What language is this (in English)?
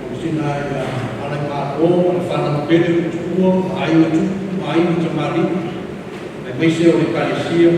Samoan